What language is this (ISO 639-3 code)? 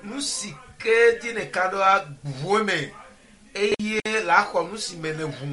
ewe